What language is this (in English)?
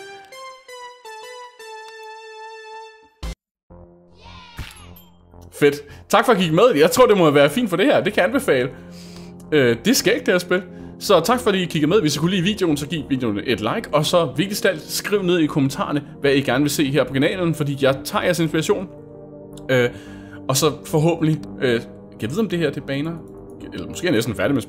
Danish